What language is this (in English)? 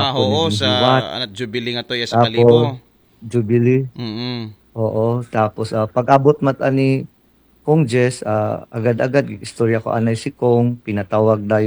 Aklanon